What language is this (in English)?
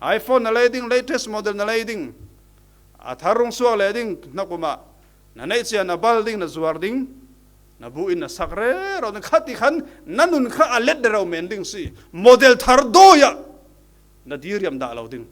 Falam Chin